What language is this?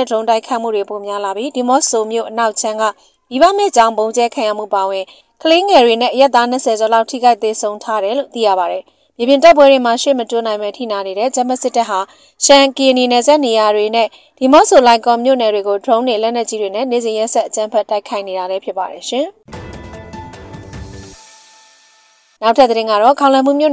Burmese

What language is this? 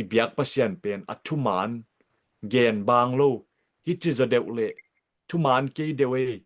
Tedim Chin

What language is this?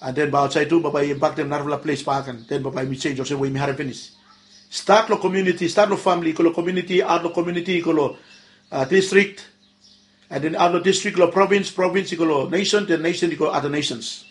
Bislama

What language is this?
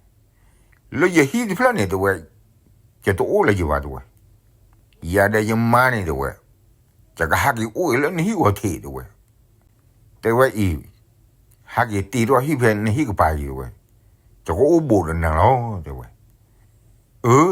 S'gaw Karen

